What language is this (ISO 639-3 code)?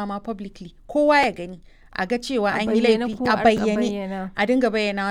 hau